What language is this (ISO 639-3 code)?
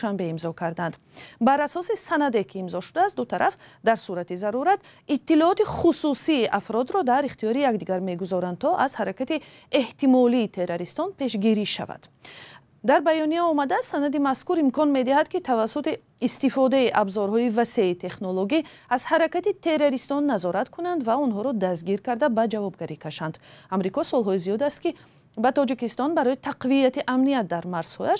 tgk